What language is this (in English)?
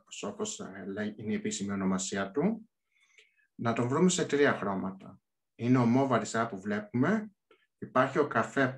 Greek